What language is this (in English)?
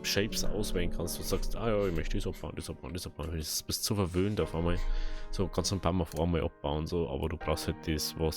Bavarian